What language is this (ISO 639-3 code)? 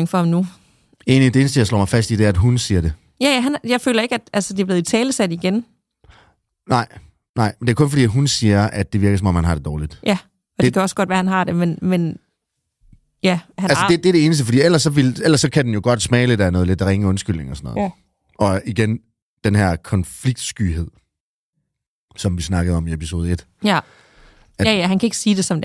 dan